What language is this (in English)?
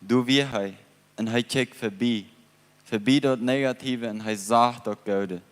Plautdietsch